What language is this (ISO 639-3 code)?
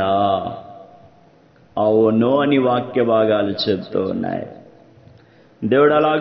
tel